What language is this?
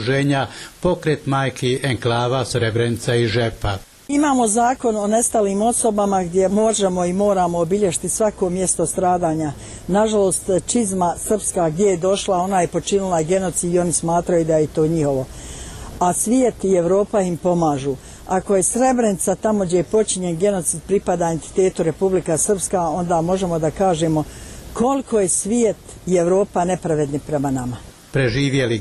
Bosnian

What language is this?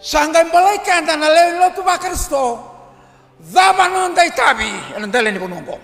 Fijian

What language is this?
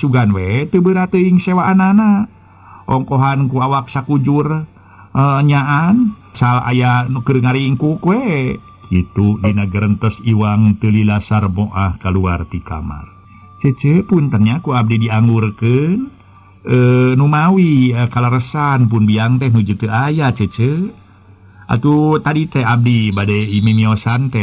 Sundanese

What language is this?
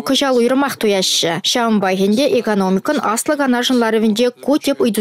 Chuvash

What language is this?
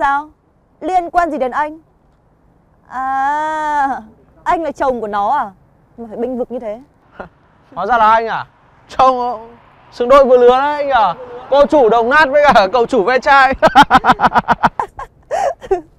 Vietnamese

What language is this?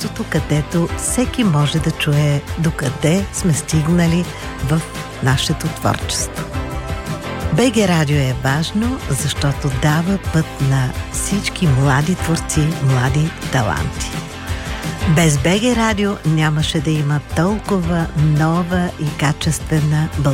Bulgarian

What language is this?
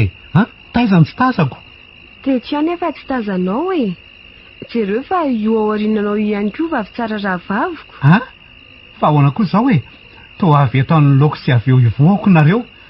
Malagasy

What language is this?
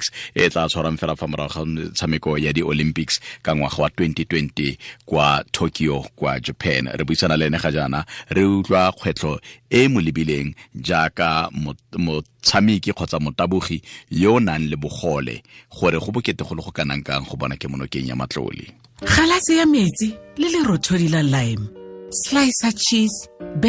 Tswana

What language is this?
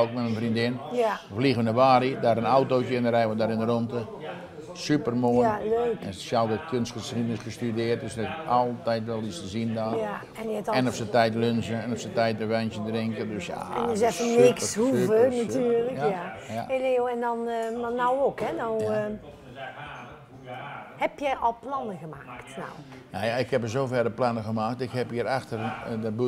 Dutch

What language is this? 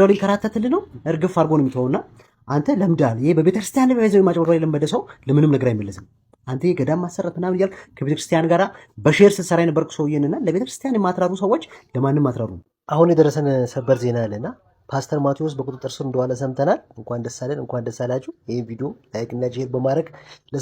Amharic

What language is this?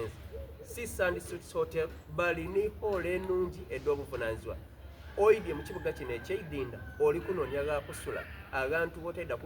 Soga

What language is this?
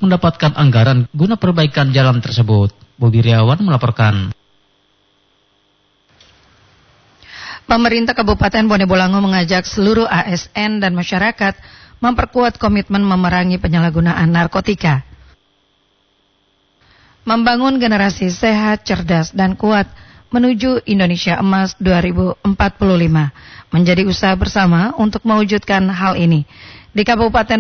Indonesian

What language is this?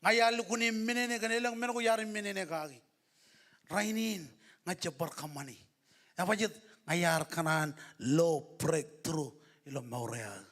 Marshallese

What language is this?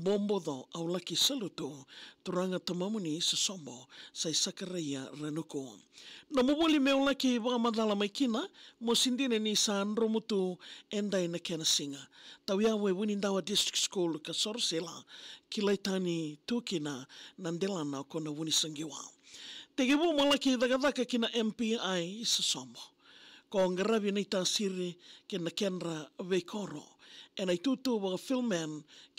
Fijian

